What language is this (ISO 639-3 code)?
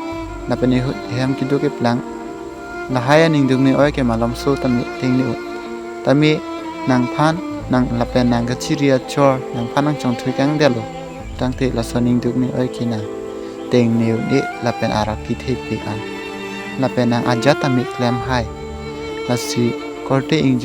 mjw